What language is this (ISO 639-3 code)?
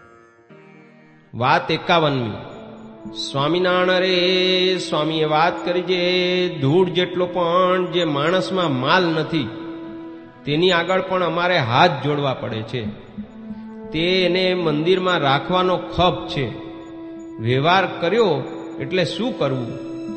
guj